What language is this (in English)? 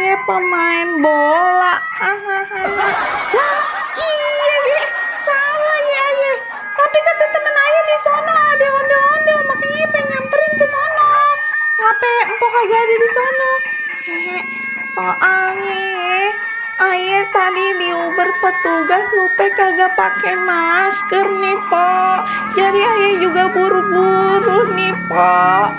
Betawi